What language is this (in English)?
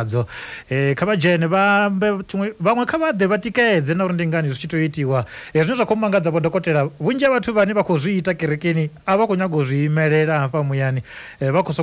Venda